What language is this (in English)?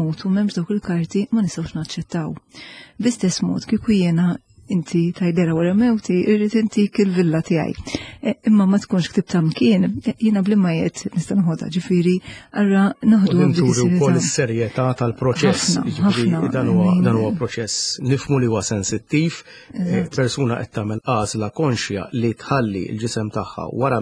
Maltese